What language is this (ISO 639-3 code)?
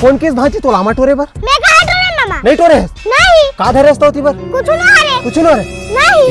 hne